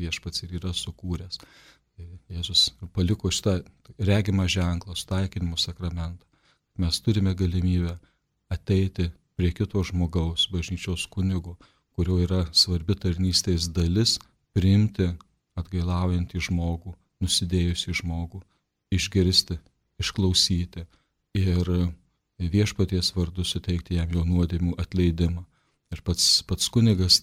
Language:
Lithuanian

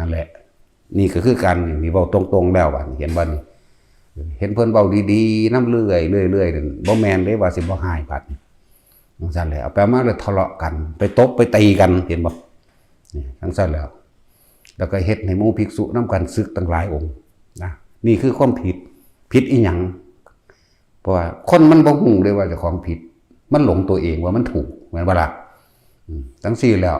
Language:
Northeastern Thai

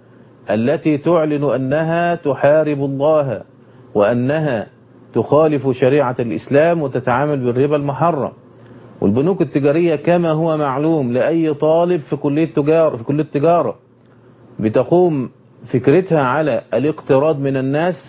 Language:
Arabic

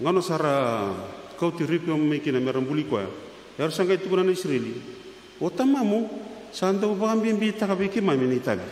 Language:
Fijian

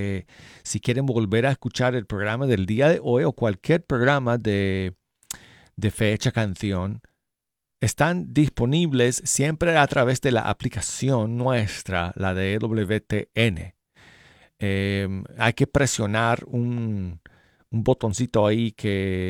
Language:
Spanish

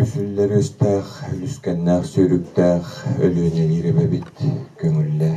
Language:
Yakut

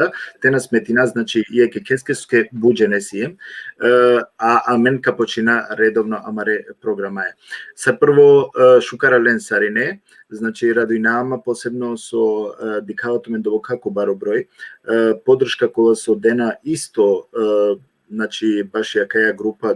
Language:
Balkan Romani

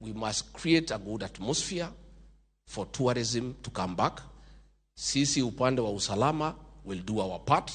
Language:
Luo (Kenya and Tanzania)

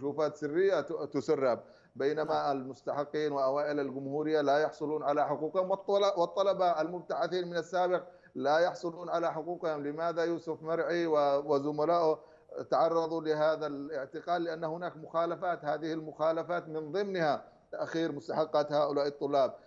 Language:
Arabic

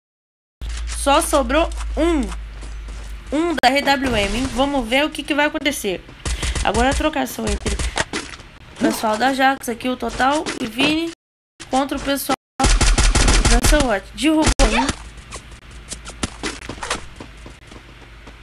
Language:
Portuguese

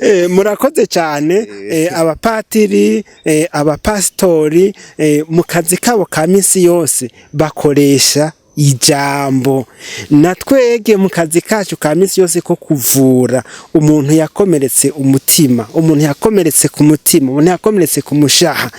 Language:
Rundi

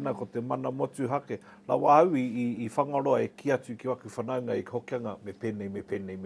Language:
Māori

